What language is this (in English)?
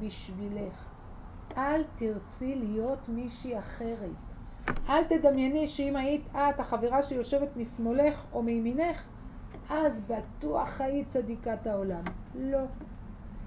Hebrew